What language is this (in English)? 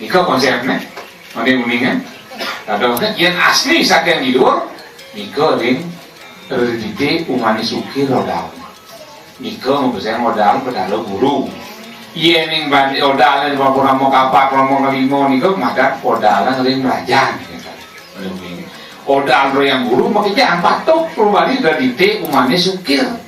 Balinese